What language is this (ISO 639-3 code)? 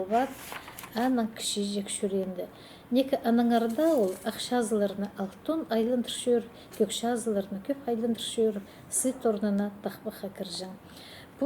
kjh